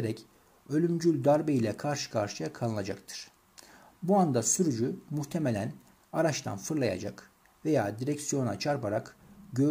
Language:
Turkish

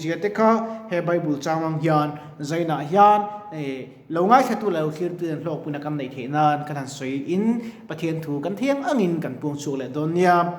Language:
Mizo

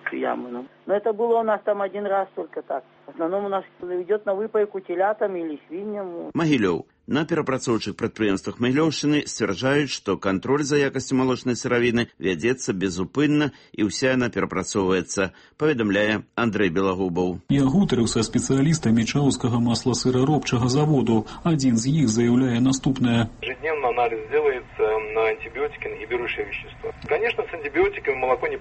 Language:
Belarusian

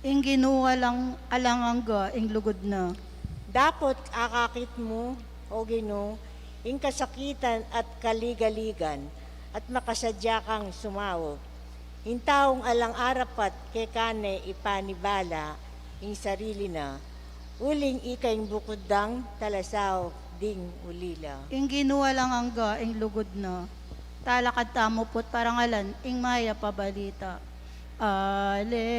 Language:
Pampanga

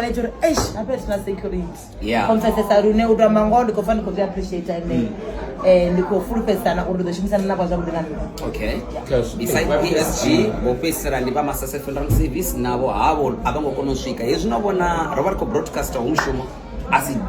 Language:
Venda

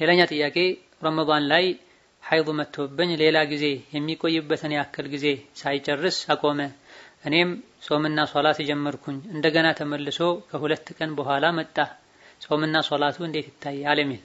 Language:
Amharic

